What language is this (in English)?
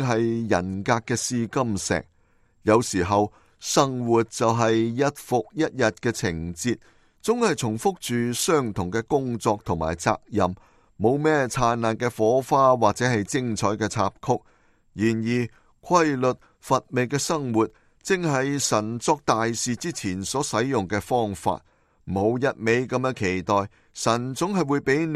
Cantonese